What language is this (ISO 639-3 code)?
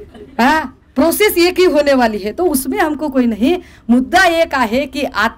mar